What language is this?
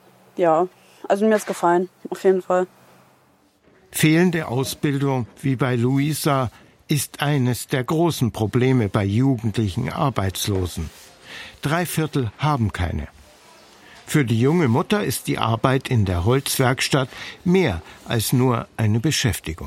German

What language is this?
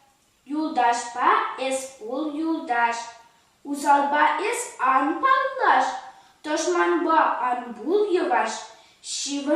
Chuvash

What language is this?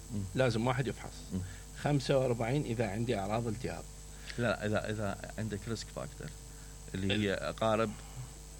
Mesopotamian Arabic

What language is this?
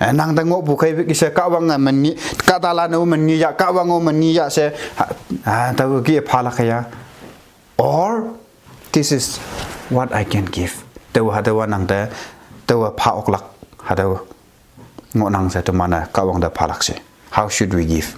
Konyak Naga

